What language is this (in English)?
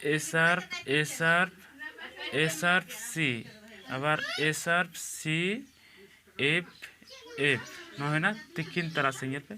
Santali